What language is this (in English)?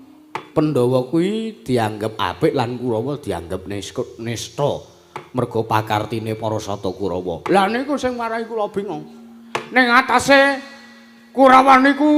Javanese